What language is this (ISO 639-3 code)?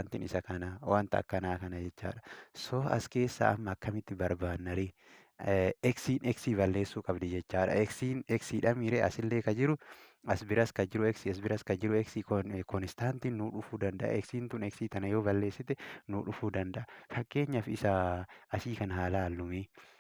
orm